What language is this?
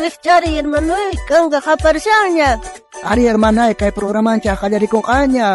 South Bolivian Quechua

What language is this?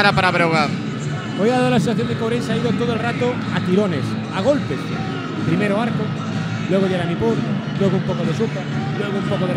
Spanish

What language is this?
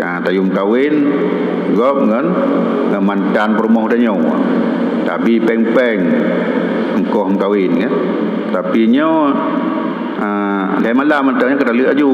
Achinese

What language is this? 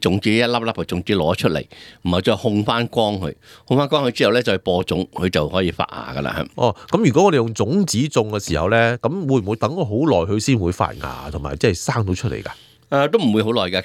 Cantonese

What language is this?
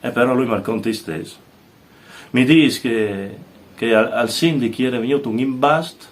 Friulian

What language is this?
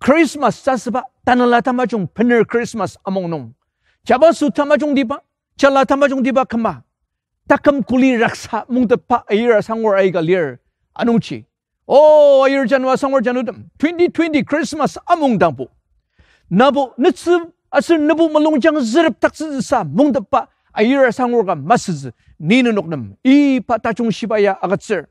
Ao Naga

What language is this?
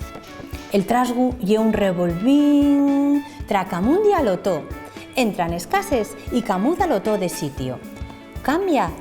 Asturian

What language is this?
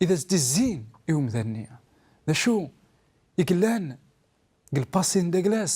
Kabyle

